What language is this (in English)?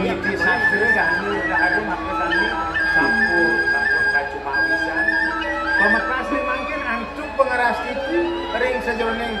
Balinese